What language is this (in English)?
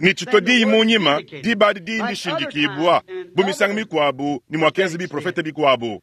Luba-Lulua